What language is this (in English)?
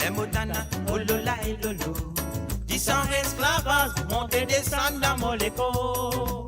Morisyen